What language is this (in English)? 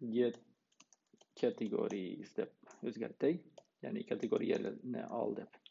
Uyghur